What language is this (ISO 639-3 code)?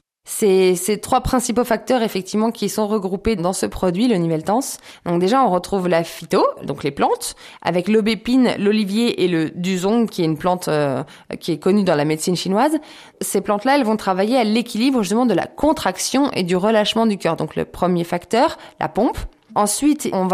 fra